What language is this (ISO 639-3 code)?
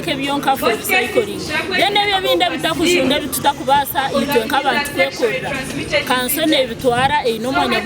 nyn